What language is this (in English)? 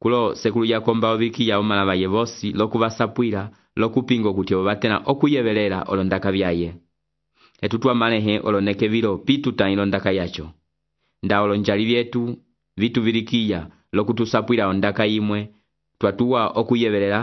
Umbundu